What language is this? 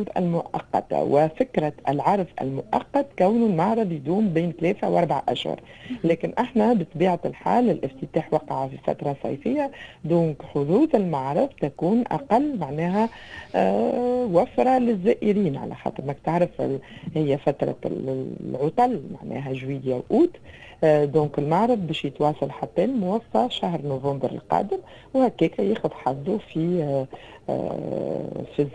Tunisian Arabic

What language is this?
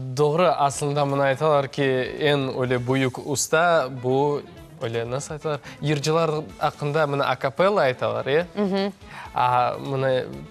Crimean Tatar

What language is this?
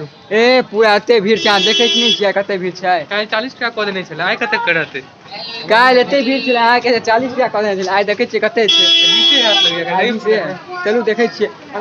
Maithili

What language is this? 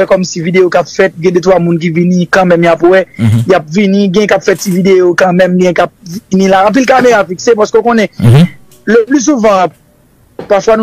Haitian Creole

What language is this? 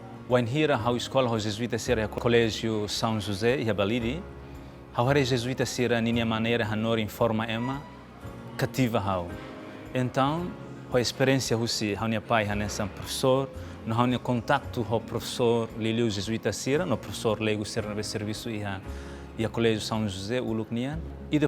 Tetum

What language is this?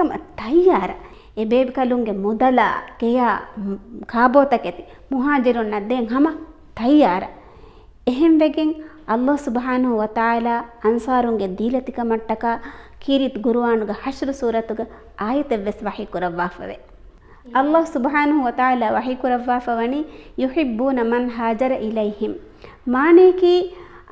Divehi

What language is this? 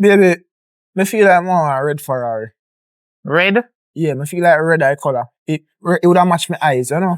Jamaican Creole English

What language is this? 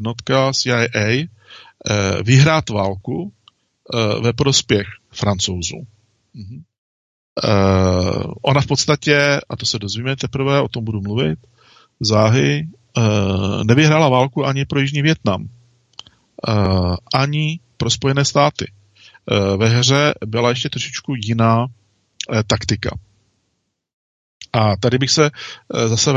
Czech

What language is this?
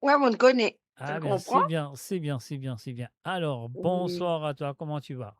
Morisyen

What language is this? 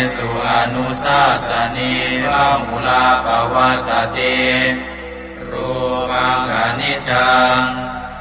Pali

